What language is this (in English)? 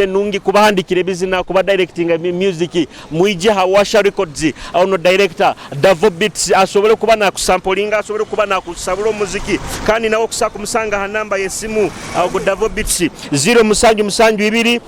Nyoro